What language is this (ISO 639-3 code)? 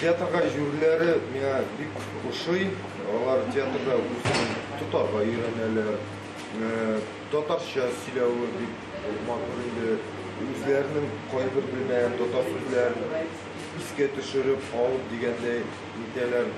tat